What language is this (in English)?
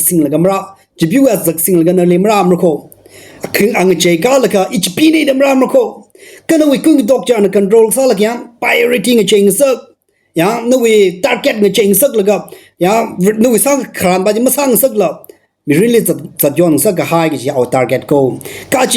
Tangkhul Naga (India)